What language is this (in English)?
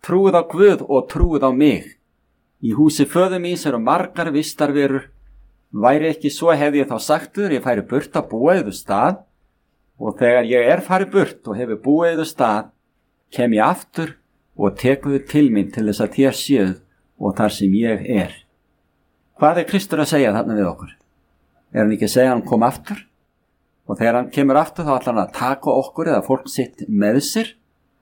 Icelandic